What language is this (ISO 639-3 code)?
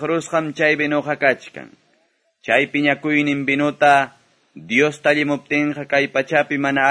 que